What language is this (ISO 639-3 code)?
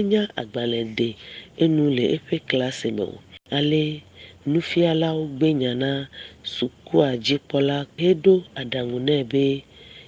ewe